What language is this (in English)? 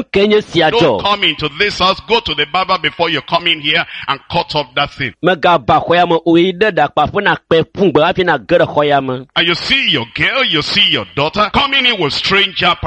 Ewe